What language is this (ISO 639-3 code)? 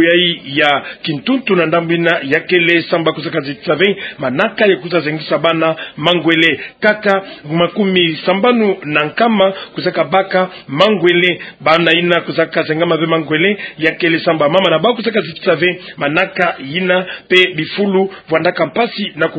ktu